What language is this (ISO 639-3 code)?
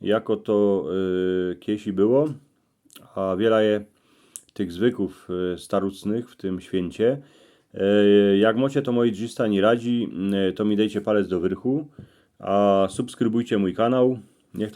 szl